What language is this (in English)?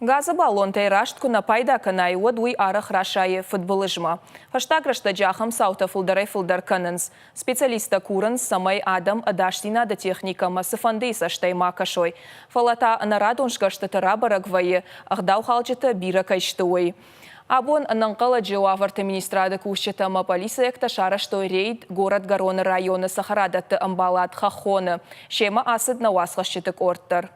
Ossetic